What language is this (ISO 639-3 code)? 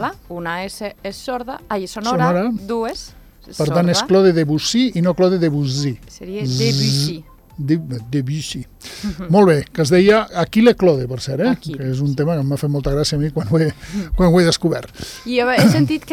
cat